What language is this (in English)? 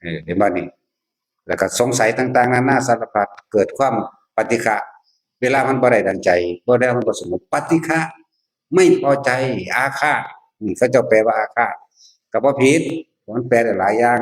Northeastern Thai